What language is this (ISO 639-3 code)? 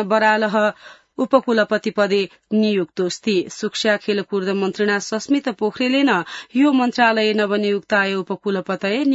san